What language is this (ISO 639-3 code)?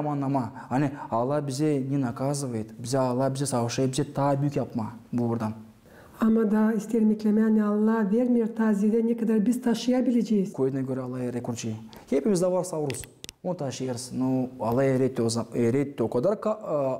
gag